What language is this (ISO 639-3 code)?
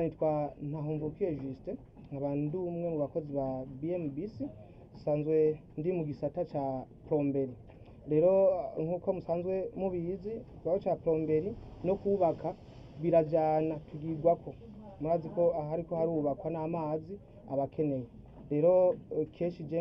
run